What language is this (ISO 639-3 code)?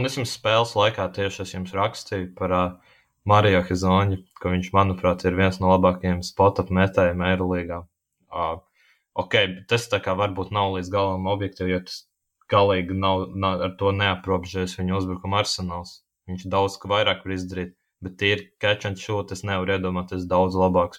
lav